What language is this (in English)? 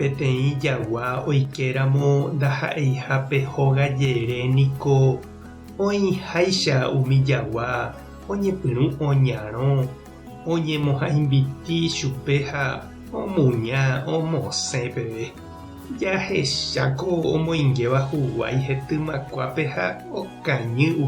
Guarani